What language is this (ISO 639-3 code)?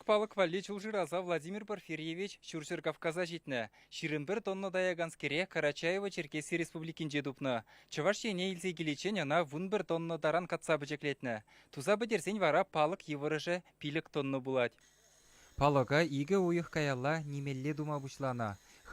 chv